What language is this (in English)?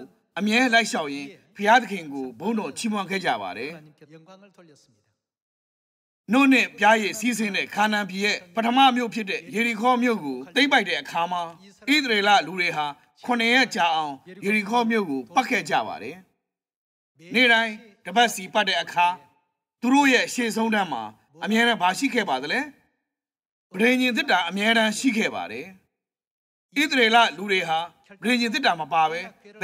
Burmese